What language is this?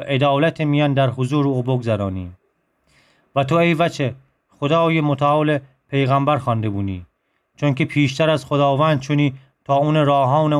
Gilaki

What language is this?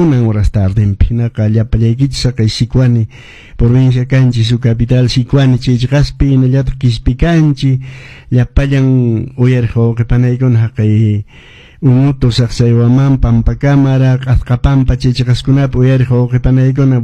Quechua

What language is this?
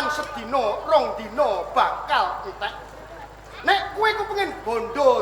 Javanese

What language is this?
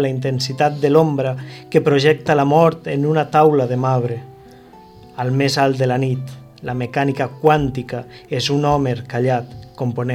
Catalan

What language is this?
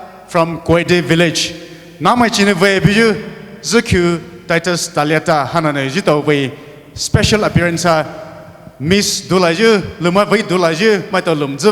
Poumei Naga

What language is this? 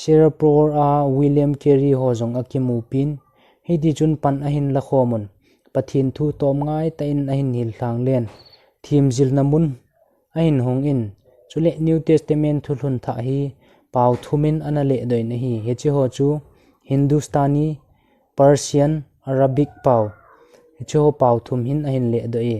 Thado Chin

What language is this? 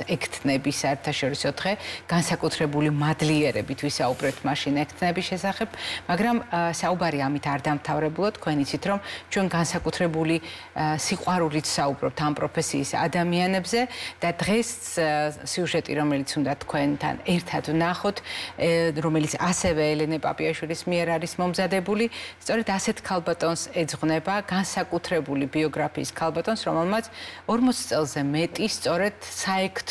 Georgian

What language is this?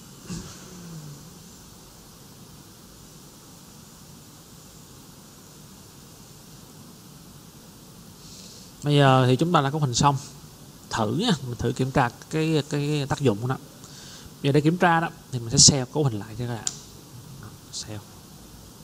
Vietnamese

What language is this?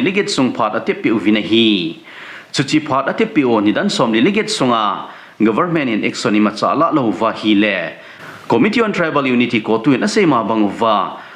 Thado Chin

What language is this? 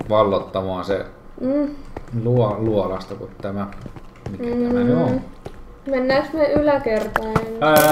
Finnish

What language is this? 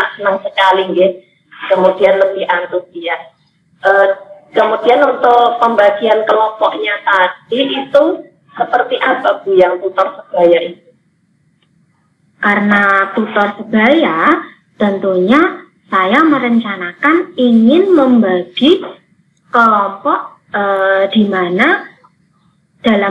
Indonesian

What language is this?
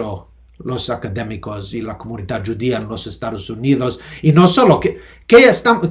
Ladino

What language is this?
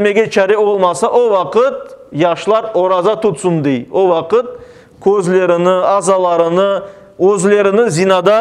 Crimean Tatar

